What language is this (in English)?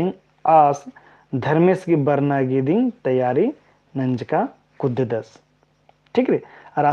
Kurukh